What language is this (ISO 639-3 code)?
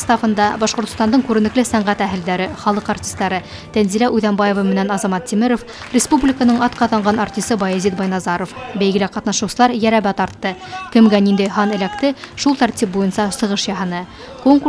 bak